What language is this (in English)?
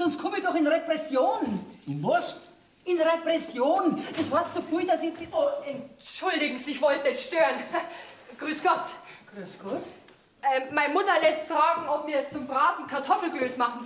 Bavarian